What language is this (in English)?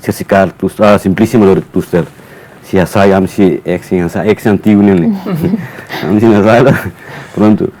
Tetum